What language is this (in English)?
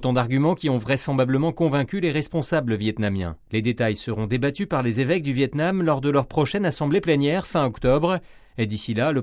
French